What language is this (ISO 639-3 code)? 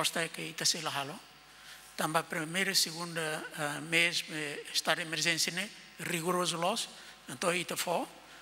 tet